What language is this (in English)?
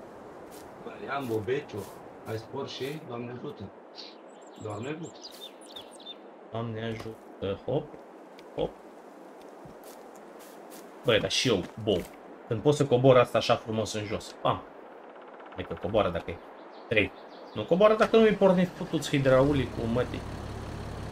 Romanian